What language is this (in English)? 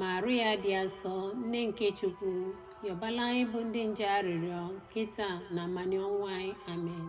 Igbo